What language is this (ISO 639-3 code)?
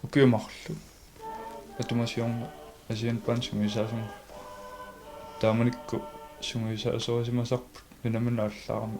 kal